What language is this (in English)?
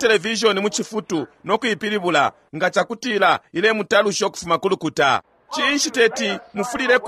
Bemba